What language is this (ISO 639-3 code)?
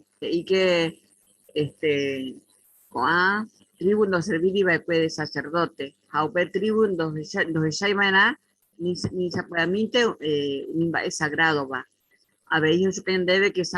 grn